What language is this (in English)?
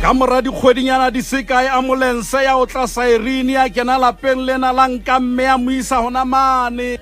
Southern Sotho